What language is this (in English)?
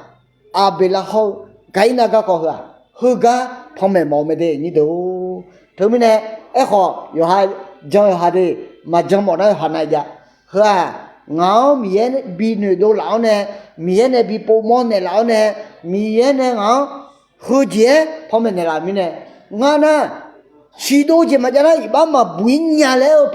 Akha